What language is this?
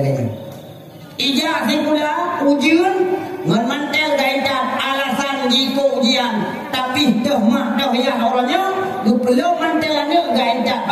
Achinese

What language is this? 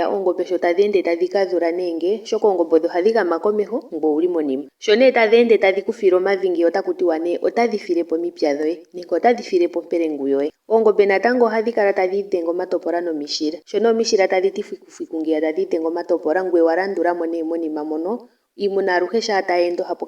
Ndonga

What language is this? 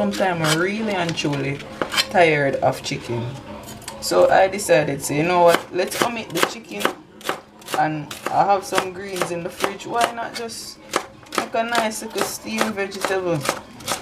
Jamaican Creole English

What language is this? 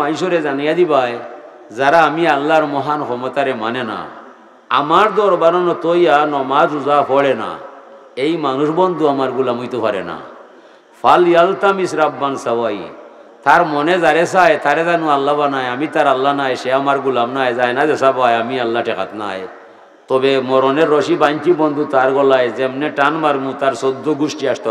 Sylheti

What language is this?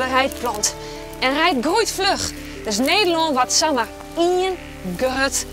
Western Frisian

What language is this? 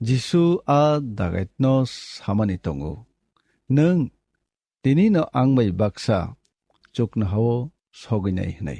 Kok Borok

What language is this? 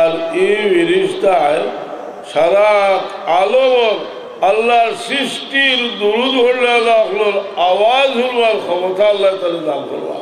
Sylheti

